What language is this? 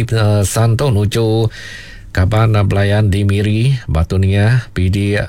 Iban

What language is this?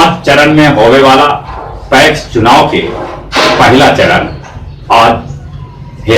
Magahi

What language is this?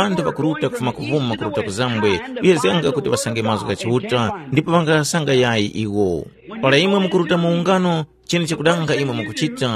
Tumbuka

